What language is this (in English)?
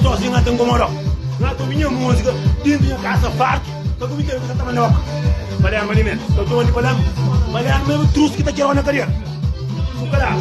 Kabuverdianu